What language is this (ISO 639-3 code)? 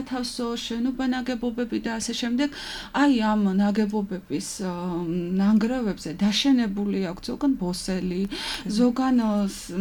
kat